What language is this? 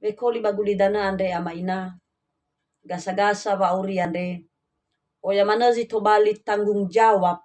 Nias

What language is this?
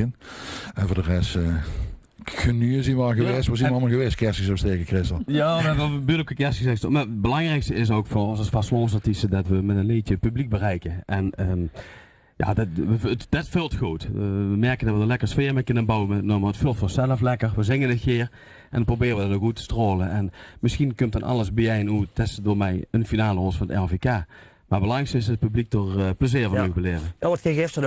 Limburgish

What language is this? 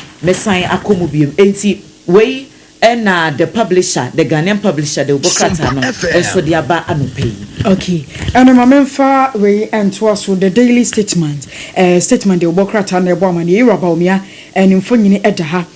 Akan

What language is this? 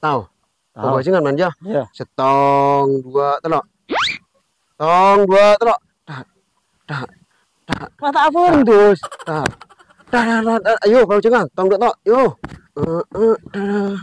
Madurese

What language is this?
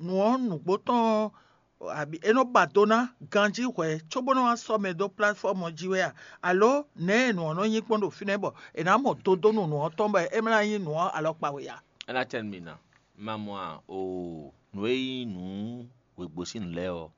Fon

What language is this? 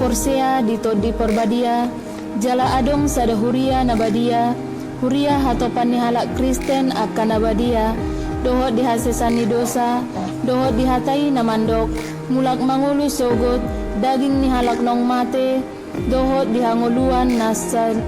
Batak Toba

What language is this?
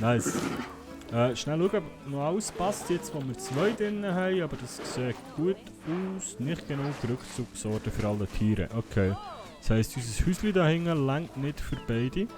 Swiss German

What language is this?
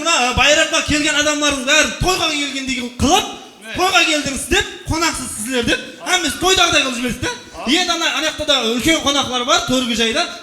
Kara-Kalpak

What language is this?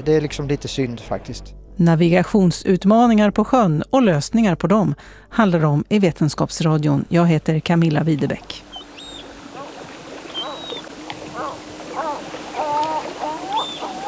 Swedish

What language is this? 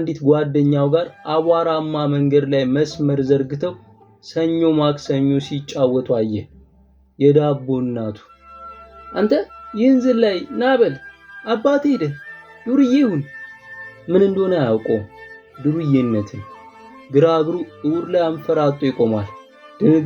Amharic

